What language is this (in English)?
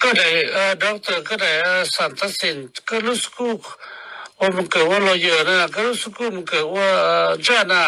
Hmong